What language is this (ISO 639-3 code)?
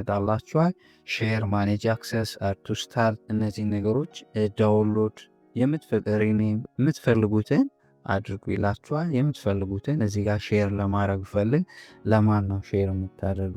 amh